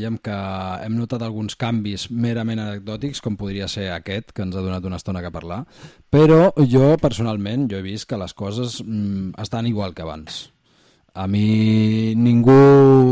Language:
Catalan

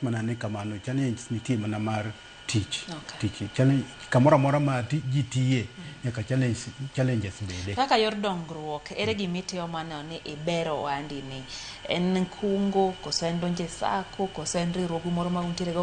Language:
Luo (Kenya and Tanzania)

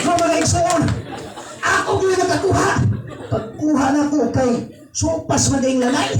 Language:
Cebuano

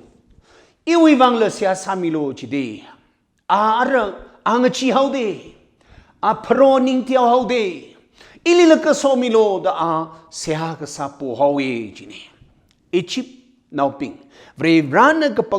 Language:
Tangkhul Naga (India)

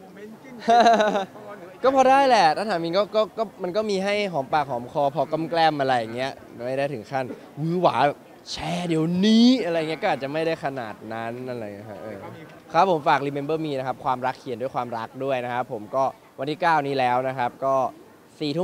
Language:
Thai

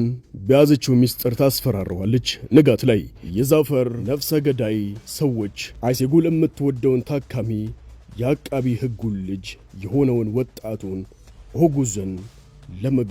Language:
Amharic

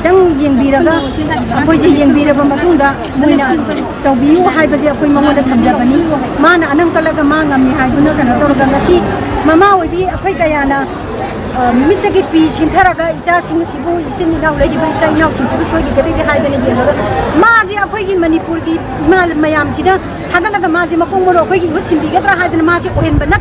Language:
Manipuri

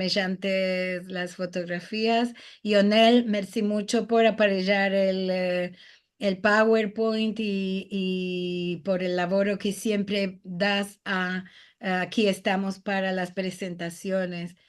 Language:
Ladino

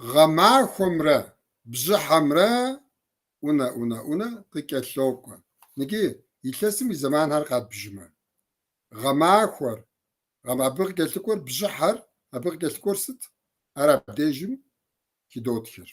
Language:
Kabardian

